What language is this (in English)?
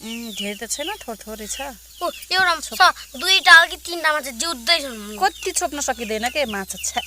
Nepali